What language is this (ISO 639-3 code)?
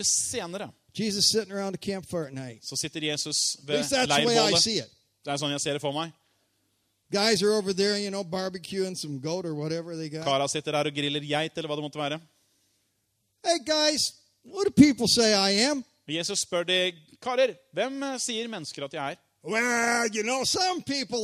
nor